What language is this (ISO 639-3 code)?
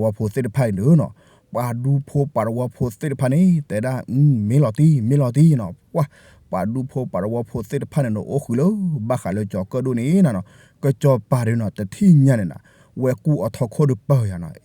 ksw